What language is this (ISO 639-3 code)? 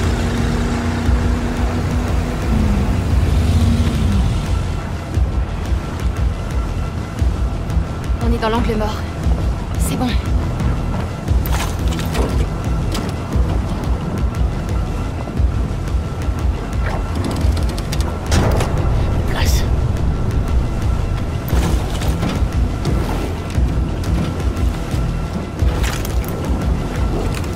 fra